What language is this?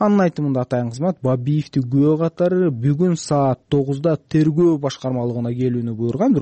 Kyrgyz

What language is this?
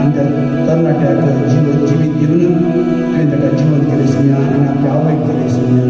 Konkani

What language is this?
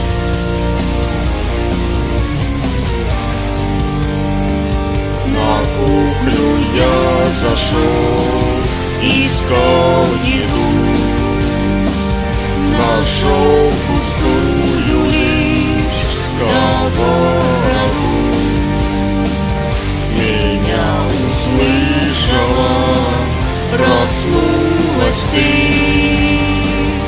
Russian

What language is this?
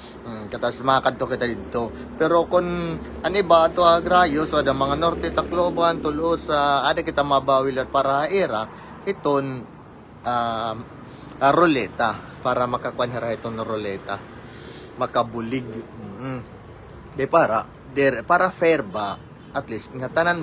Waray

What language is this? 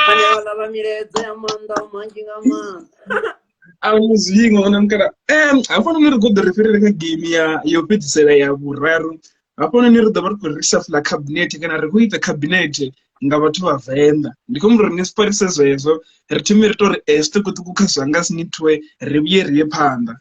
Venda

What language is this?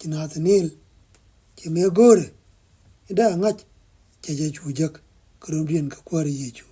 Nuer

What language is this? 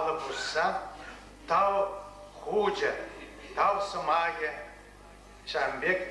Chuvash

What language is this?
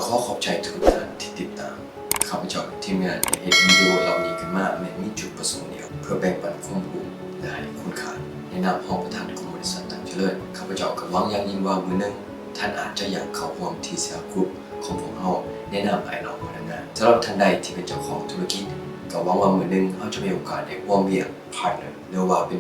Lao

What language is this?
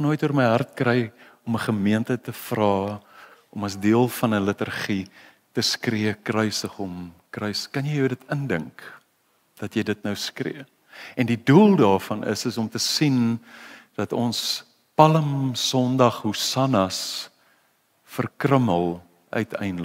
Afrikaans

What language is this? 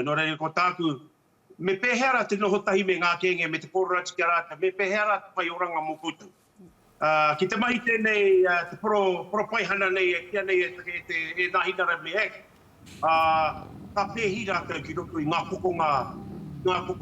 Māori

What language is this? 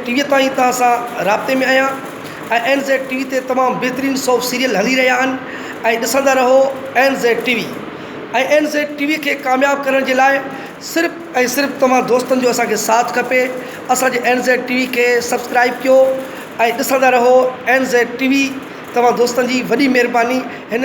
Sindhi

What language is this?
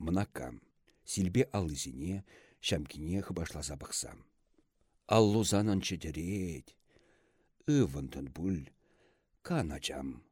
Chuvash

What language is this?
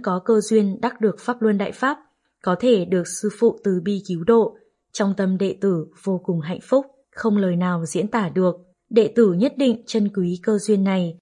Vietnamese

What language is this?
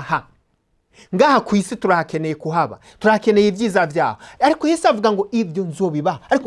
Rundi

